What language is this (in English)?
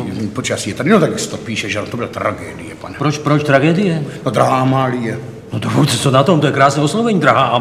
Czech